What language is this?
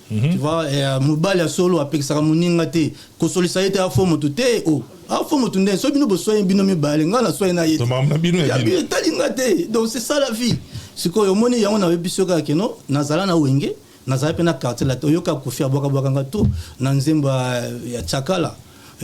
Lingala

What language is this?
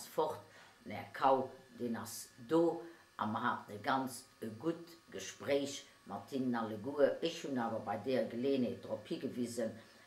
Luxembourgish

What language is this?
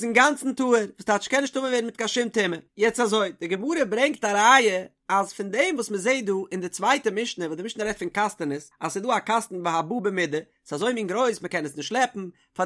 Yiddish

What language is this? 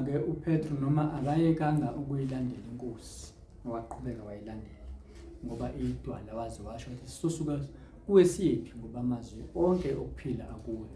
Zulu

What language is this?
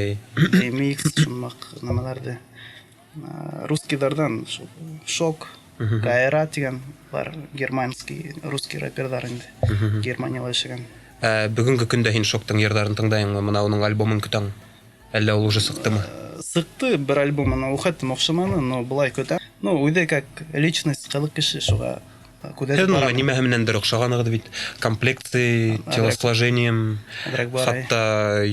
Bashkir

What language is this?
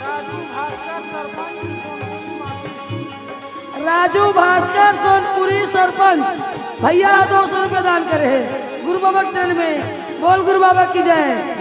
Chhattisgarhi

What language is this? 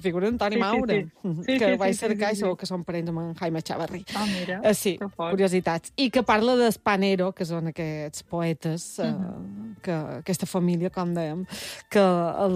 Catalan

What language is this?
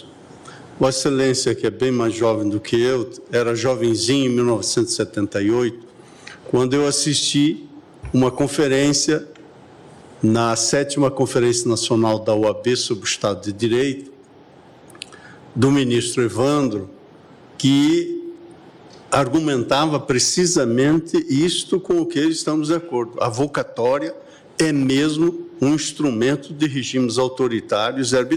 Portuguese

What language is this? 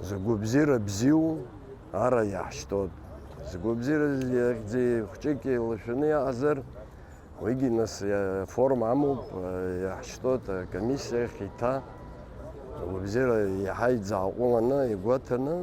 Abkhazian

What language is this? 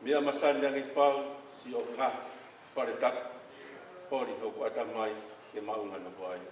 Tongan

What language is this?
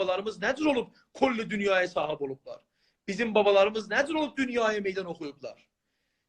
South Azerbaijani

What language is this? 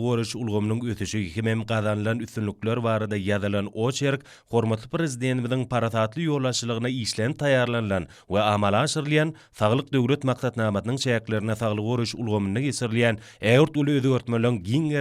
Turkmen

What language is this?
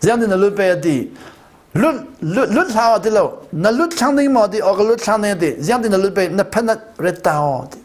Hakha Chin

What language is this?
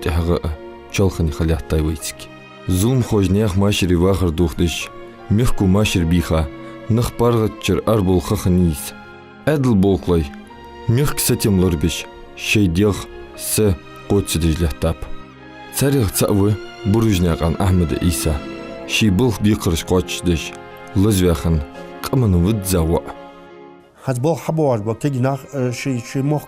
Ingush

